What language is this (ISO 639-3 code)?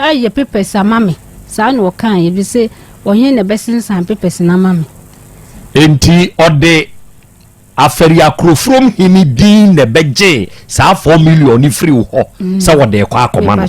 aka